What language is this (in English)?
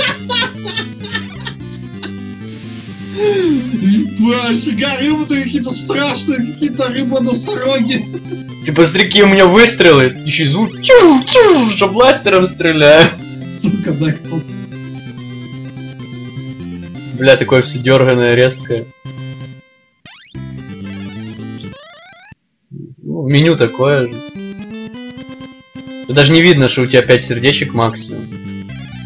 Russian